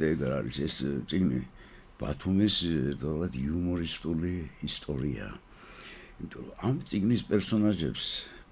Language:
Georgian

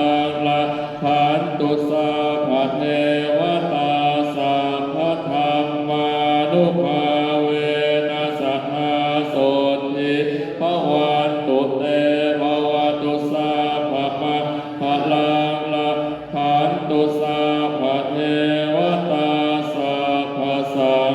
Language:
Pali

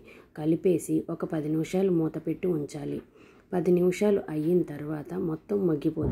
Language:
Telugu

